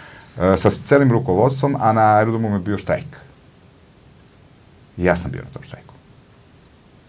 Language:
Serbian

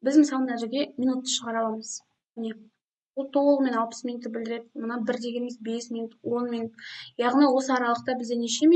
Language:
Kazakh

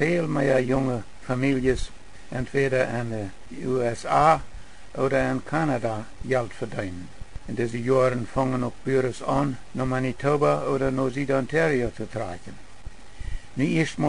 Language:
Plautdietsch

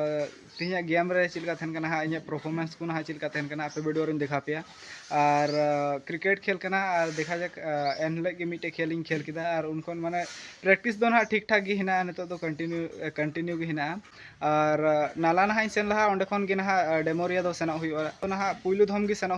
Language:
Santali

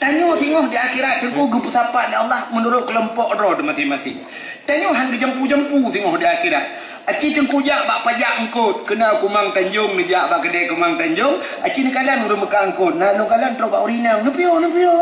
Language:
Achinese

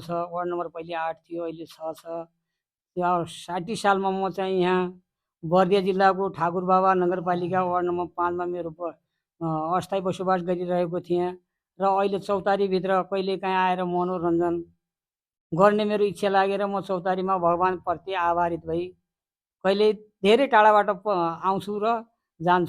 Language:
Nepali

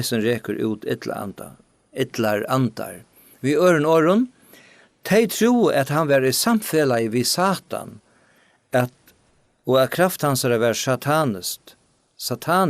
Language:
Faroese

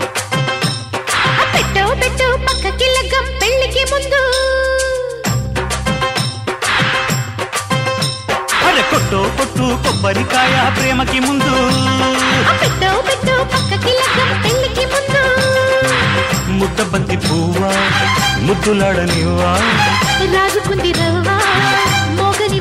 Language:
Telugu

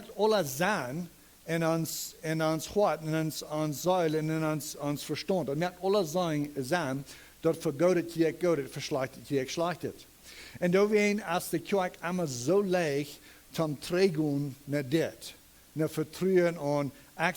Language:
Plautdietsch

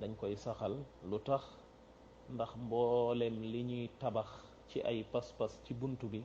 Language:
Wolof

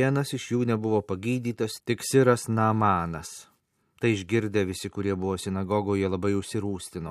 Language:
Lithuanian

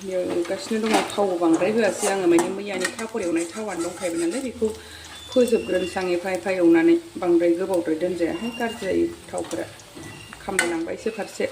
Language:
Bodo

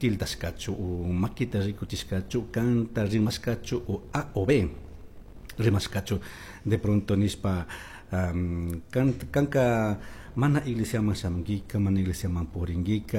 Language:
Chimborazo Highland Quichua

